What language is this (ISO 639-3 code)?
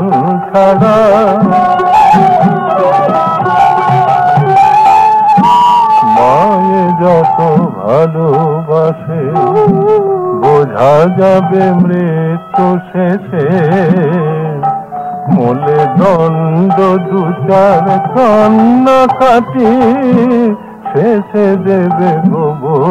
ben